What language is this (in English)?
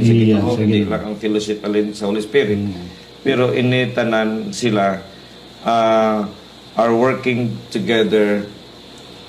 Hiligaynon